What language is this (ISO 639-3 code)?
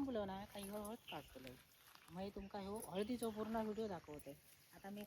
kok